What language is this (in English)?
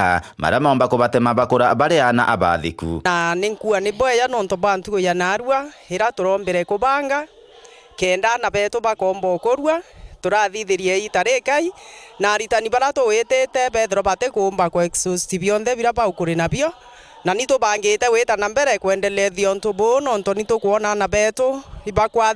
Meru